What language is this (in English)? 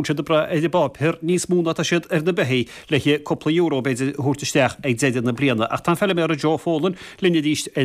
Irish